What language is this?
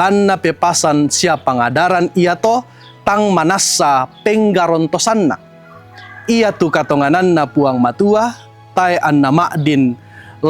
Toraja-Sa'dan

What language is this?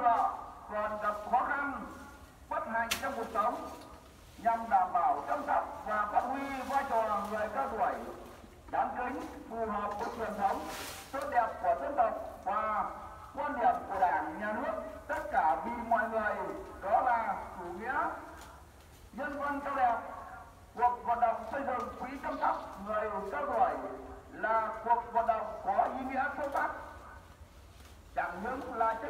Vietnamese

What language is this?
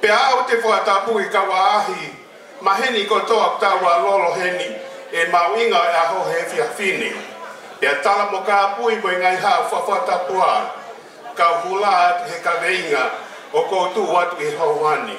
Tongan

